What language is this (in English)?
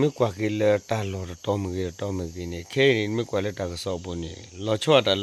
S'gaw Karen